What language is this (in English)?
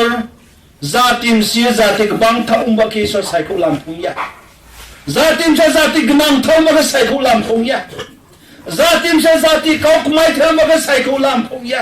Riang (India)